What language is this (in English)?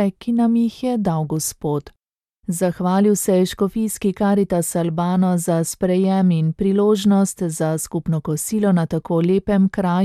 Slovenian